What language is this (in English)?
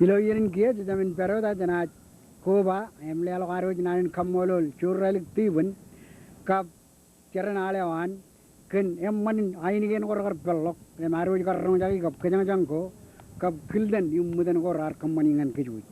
Marshallese